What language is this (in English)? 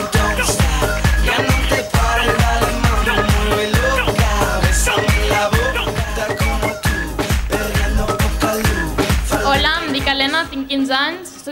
Catalan